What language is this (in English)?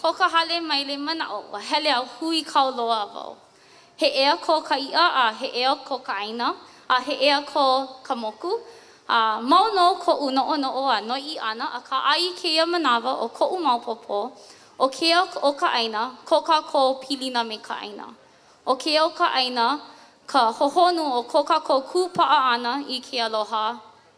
Hawaiian